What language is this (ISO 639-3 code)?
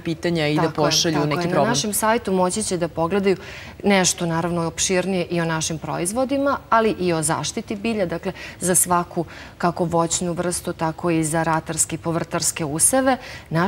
srp